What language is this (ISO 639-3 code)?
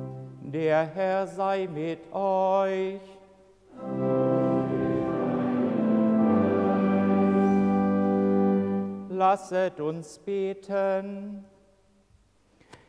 deu